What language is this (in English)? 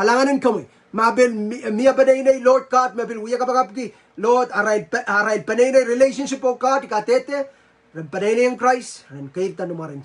Pohnpeian